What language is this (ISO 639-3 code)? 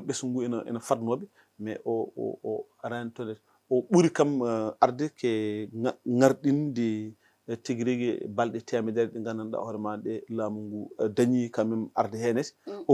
ful